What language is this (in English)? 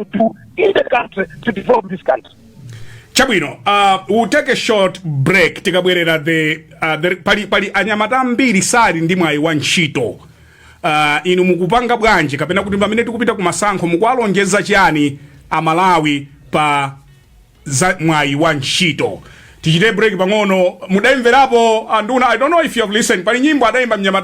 Nyanja